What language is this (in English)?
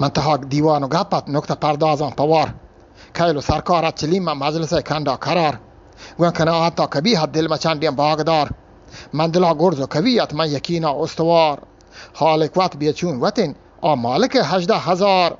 Eastern Balochi